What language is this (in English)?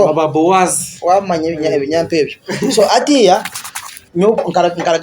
Nyankole